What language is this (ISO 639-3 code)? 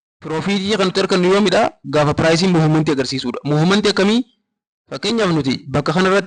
orm